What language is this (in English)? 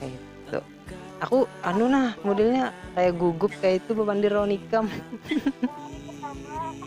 Banjar